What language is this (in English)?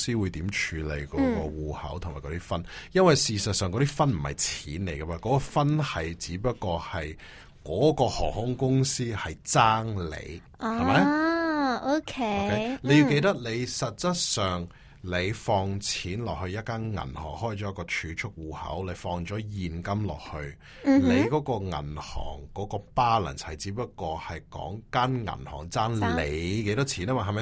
Cantonese